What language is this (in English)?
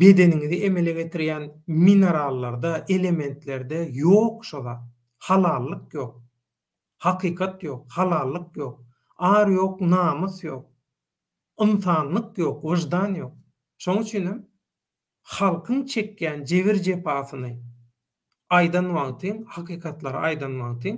Turkmen